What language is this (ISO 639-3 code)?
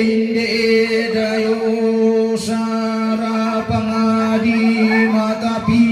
sda